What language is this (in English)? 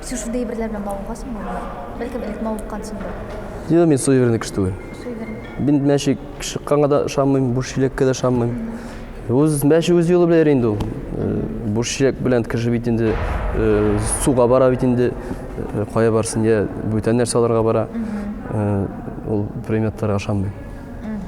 Tatar